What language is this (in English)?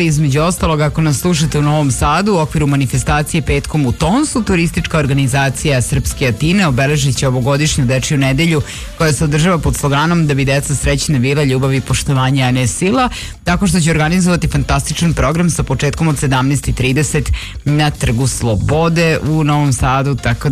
Serbian